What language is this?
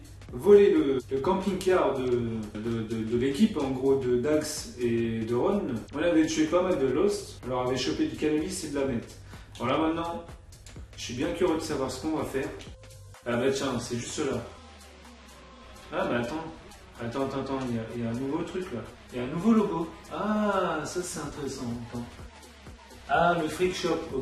French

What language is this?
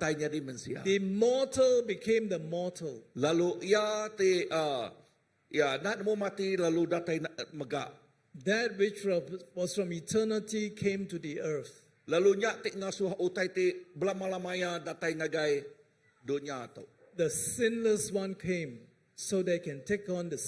Iban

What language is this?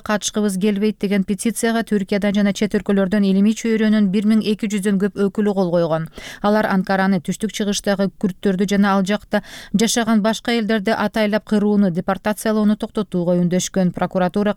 Kyrgyz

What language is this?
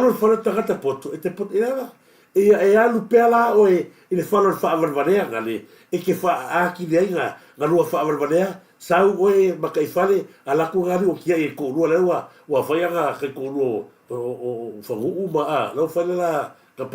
Samoan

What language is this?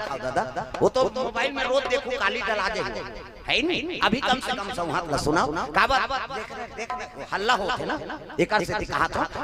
Chhattisgarhi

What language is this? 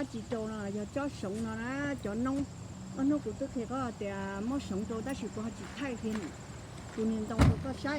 Hmong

